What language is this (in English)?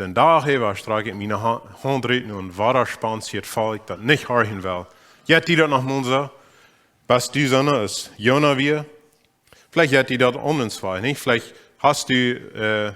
Plautdietsch